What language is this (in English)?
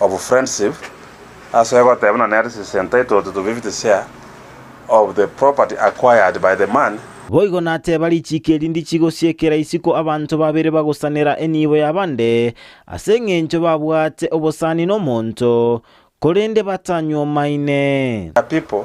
Gusii